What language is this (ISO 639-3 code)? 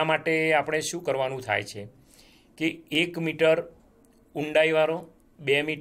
guj